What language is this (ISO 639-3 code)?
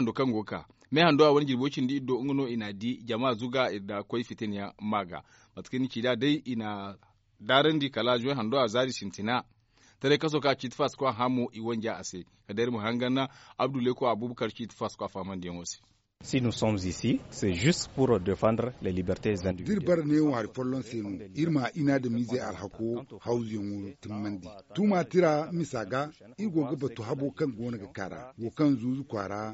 dje